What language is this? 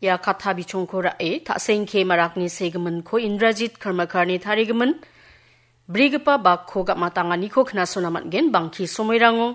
Garo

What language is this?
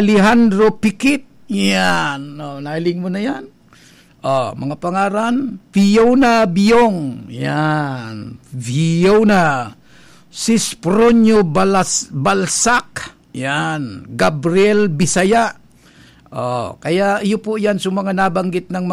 Bikol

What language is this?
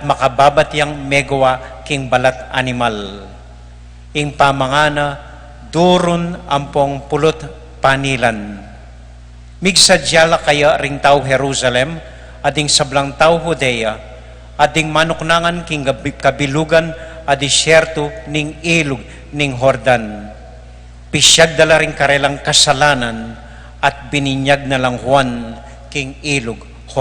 Pampanga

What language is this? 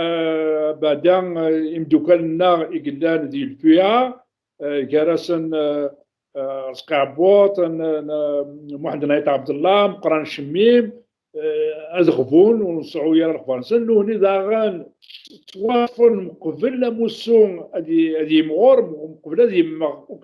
Kabyle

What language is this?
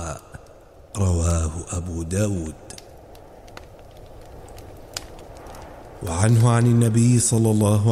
Arabic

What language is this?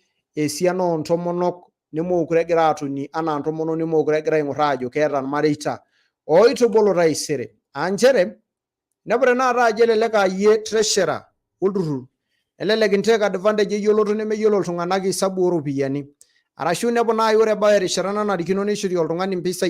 Masai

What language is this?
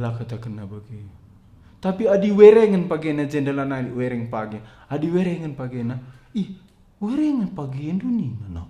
Batak Karo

